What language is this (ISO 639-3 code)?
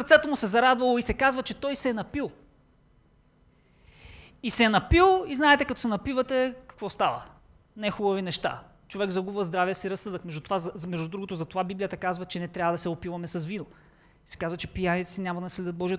bul